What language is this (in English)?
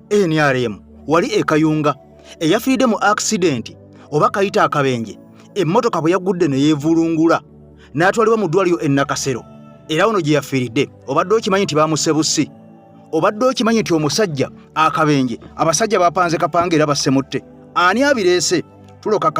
Ganda